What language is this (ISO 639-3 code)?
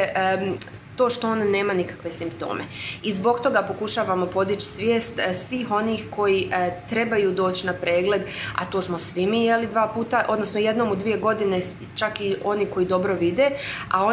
hrv